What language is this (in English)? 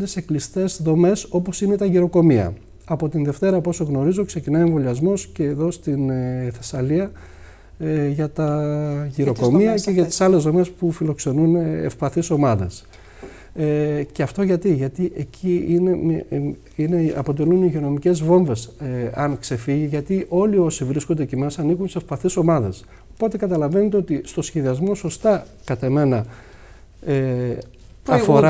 Greek